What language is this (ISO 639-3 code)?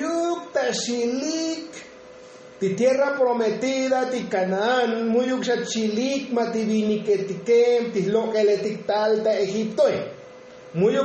tzo